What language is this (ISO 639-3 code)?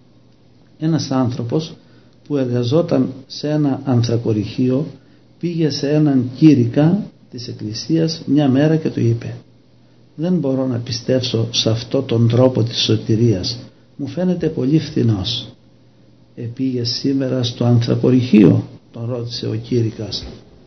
ell